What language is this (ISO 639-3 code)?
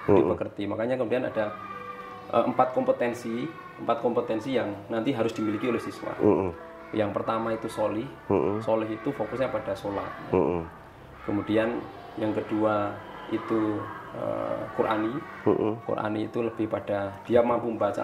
ind